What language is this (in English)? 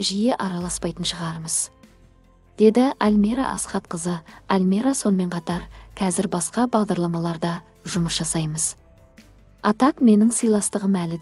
Kazakh